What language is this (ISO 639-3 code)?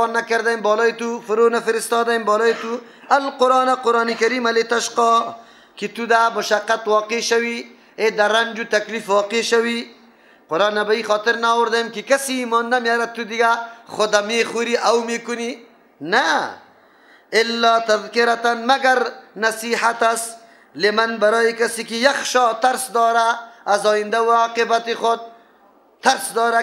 fas